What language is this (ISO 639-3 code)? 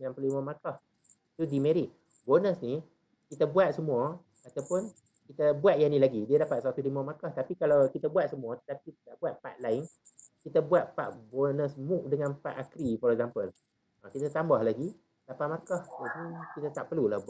msa